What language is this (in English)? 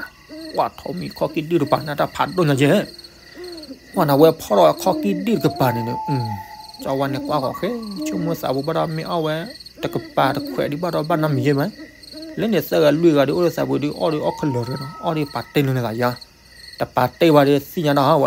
S'gaw Karen